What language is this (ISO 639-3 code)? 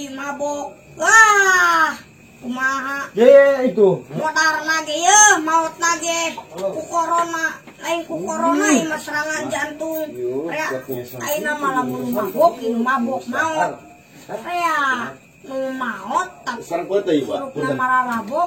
sun